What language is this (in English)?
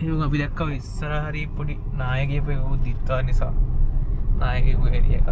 Sinhala